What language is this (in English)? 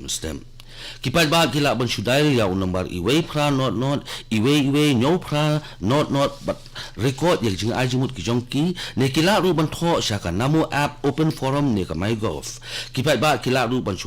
Khasi